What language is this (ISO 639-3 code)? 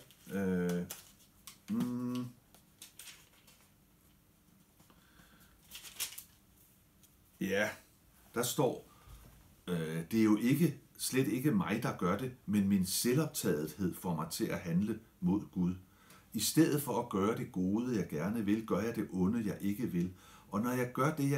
dan